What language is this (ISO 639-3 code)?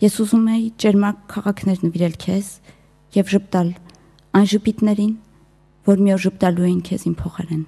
hye